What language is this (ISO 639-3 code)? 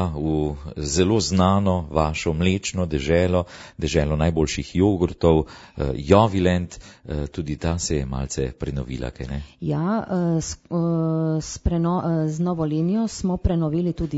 slv